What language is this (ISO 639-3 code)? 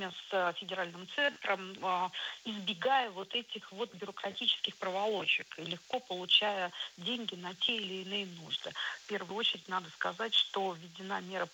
rus